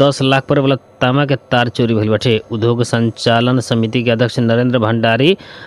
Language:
Bhojpuri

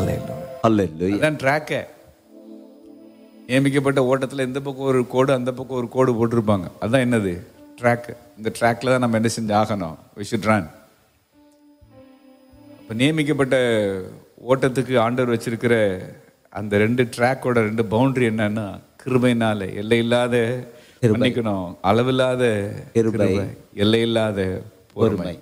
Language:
Tamil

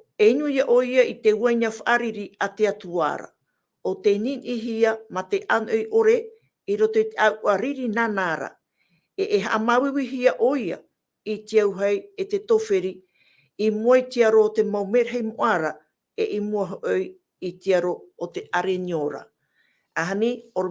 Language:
Tahitian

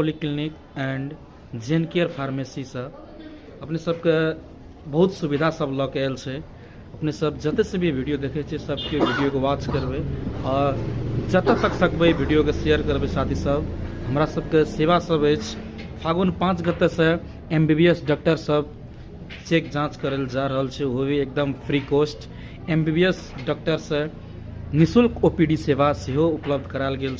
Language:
Maithili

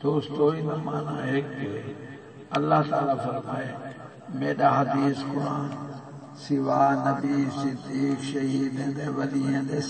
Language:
Saraiki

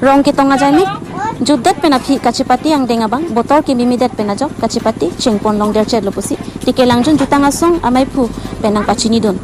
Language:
Karbi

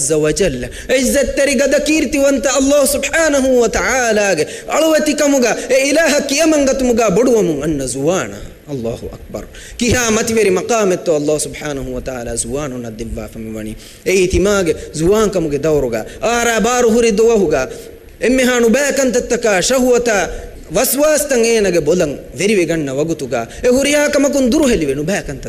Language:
Divehi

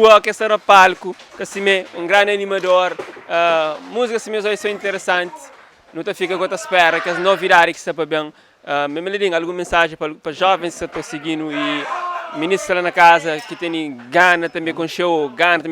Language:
Kabuverdianu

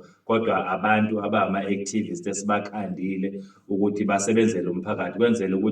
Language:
Zulu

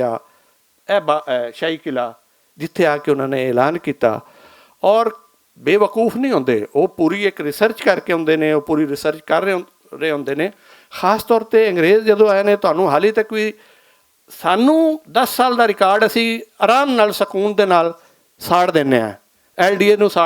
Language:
Western Panjabi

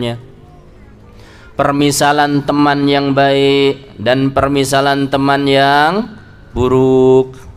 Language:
Indonesian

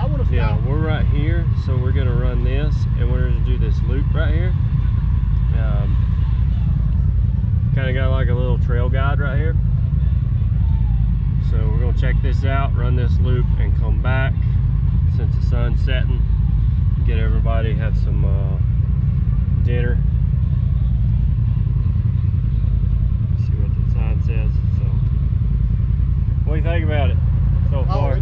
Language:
English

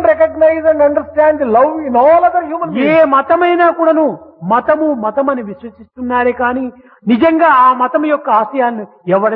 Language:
Telugu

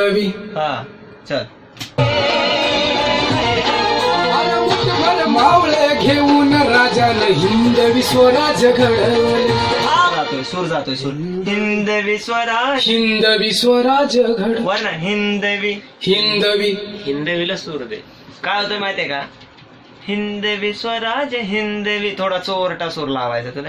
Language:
Marathi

